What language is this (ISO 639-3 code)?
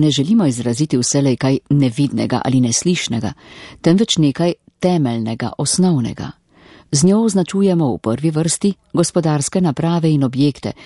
slv